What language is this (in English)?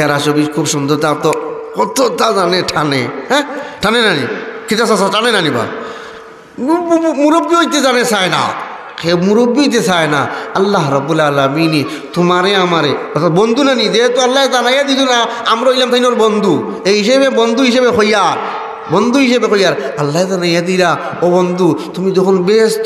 Sylheti